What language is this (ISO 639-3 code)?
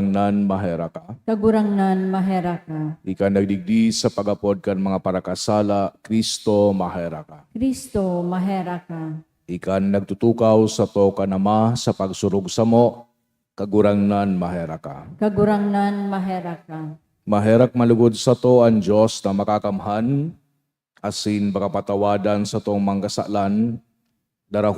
bik